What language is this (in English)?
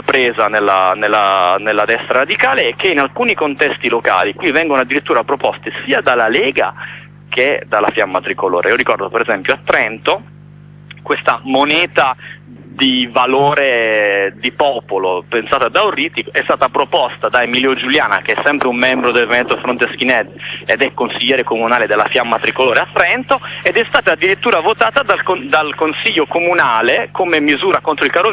Italian